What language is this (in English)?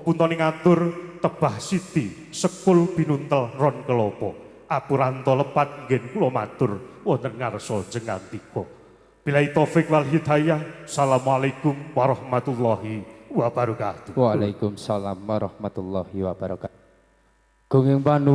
Javanese